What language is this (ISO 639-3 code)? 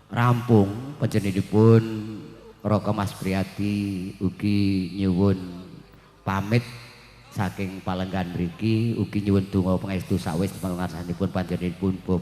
jav